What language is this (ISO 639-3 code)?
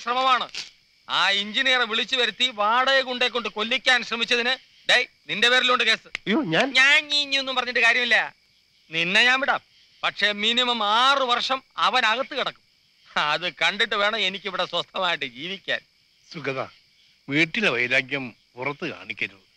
mal